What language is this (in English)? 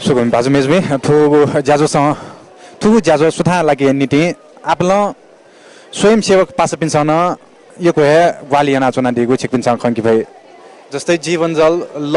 Newari